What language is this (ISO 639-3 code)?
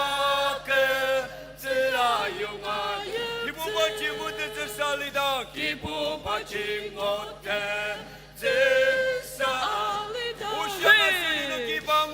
njo